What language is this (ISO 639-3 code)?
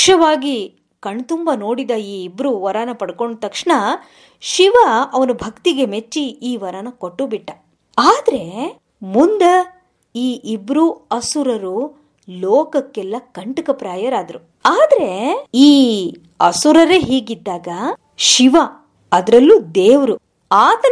kan